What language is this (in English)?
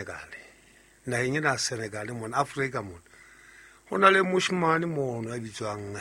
Southern Sotho